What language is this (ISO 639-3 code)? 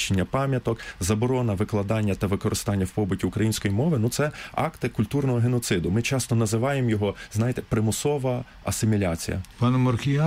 ukr